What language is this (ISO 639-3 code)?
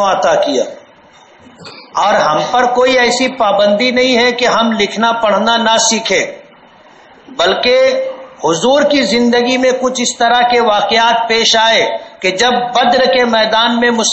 urd